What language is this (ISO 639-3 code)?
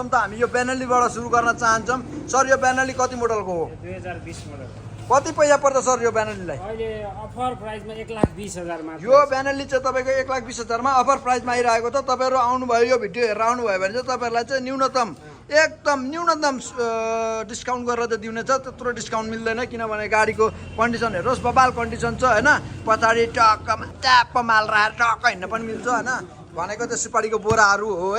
nep